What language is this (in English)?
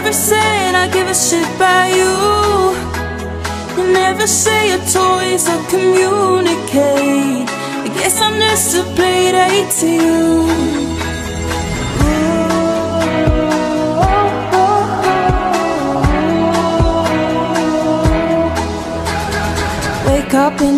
English